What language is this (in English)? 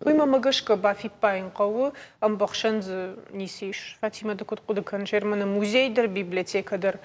Ossetic